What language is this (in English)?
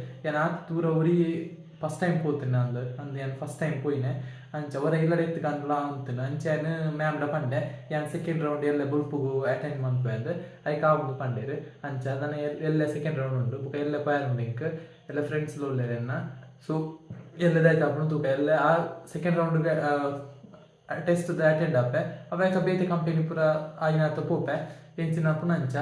Tulu